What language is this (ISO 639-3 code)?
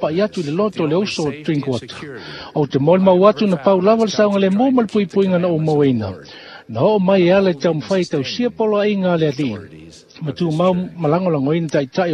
smo